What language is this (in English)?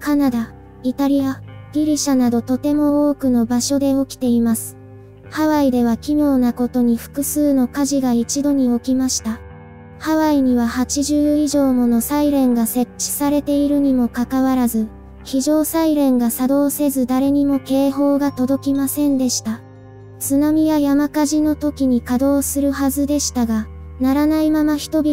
Japanese